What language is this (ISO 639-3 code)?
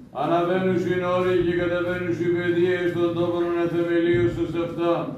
ell